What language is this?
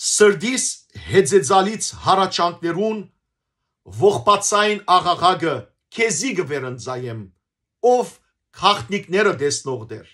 Western Armenian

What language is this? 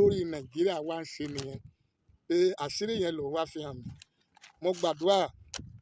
Yoruba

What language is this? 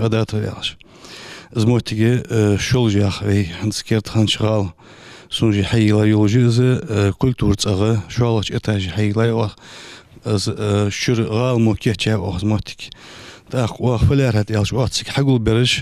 Ingush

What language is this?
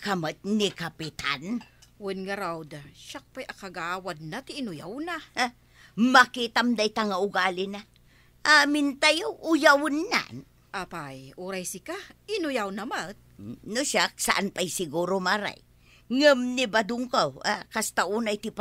Iloko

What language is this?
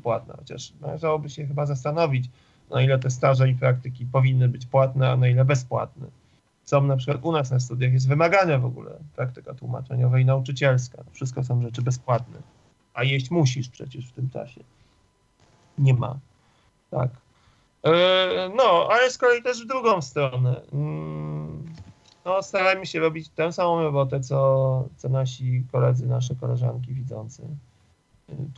Polish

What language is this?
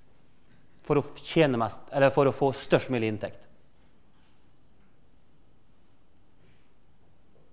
Norwegian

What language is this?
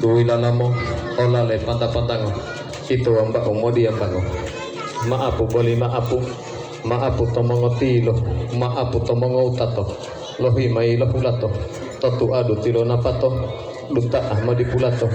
Gorontalo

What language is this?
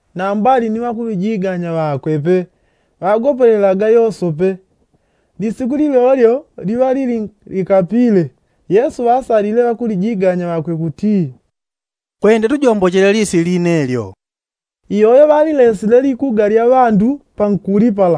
Yao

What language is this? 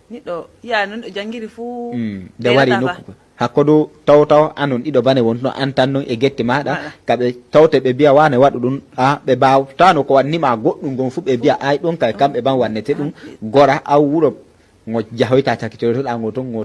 Nigerian Fulfulde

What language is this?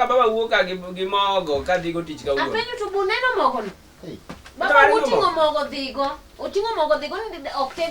Luo (Kenya and Tanzania)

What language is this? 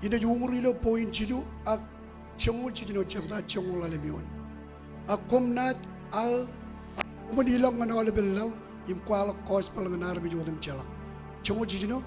Marshallese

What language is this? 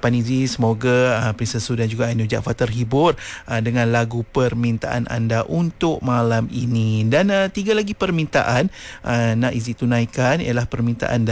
Malay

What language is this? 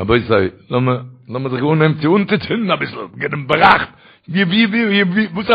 Yiddish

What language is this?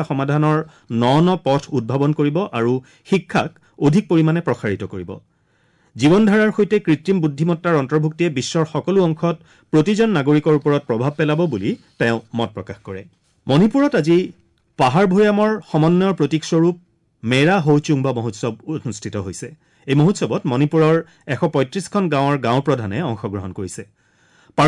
Assamese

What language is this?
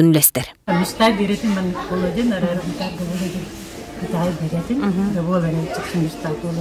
Yakut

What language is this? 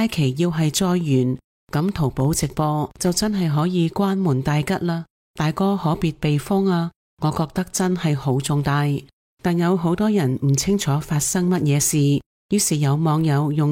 Cantonese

